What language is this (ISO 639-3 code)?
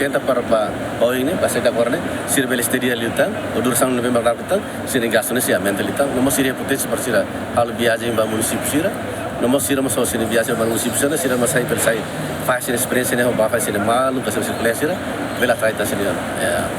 tet